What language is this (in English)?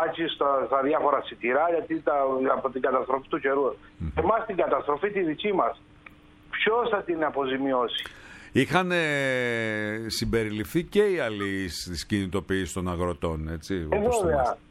Greek